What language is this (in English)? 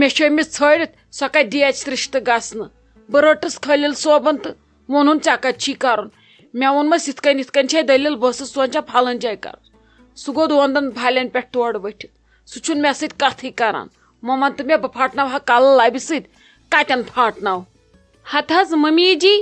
Kashmiri